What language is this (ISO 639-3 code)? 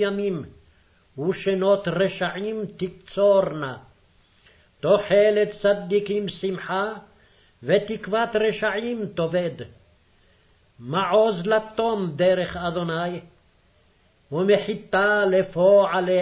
heb